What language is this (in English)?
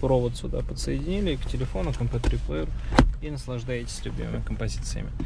Russian